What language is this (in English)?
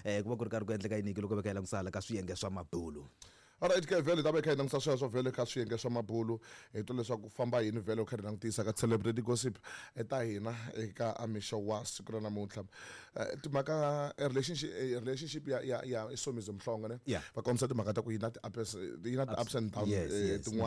Tsonga